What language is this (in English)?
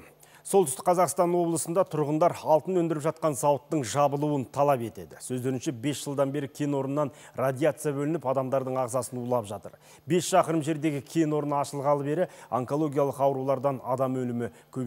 Kazakh